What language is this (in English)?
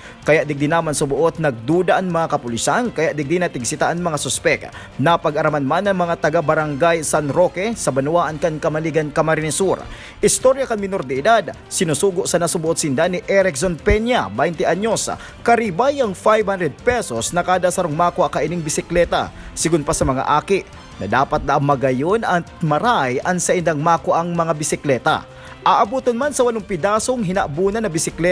Bikol